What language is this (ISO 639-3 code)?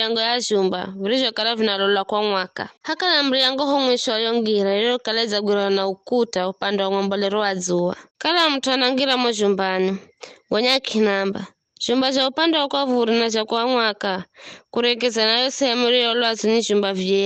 nyf